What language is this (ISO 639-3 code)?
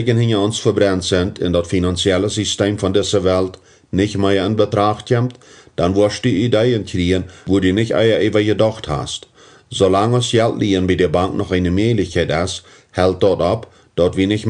pdt